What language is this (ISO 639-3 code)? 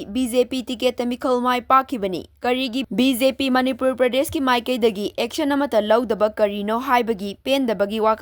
mni